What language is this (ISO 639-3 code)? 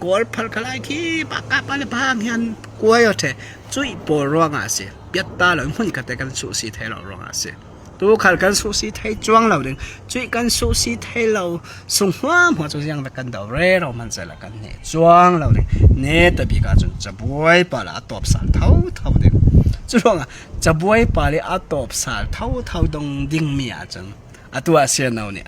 cfm